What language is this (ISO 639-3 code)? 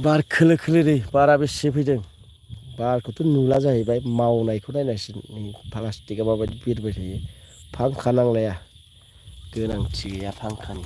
brx